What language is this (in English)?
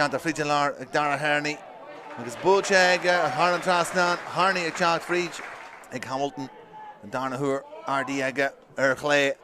Irish